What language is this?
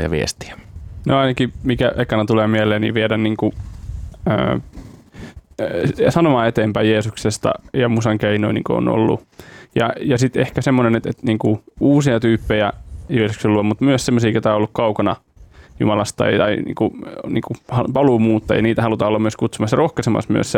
Finnish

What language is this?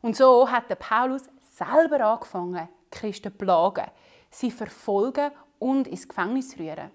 Swiss German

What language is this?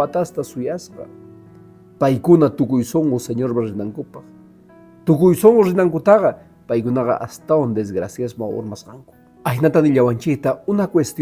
Quechua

